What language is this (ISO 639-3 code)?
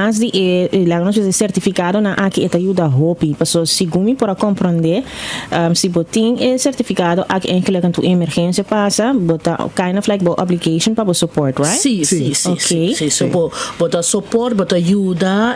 pap